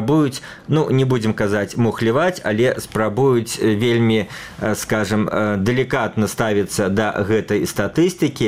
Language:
Belarusian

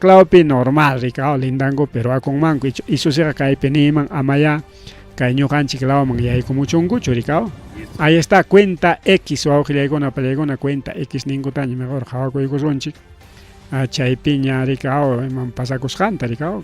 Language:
Ayacucho Quechua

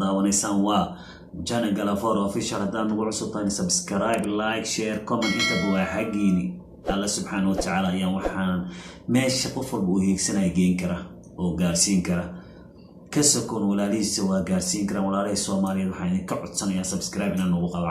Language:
Somali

